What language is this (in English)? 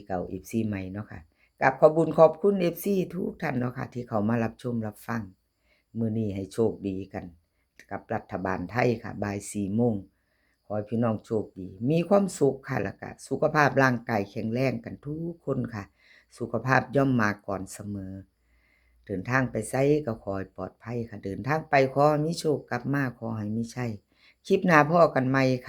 Northeastern Thai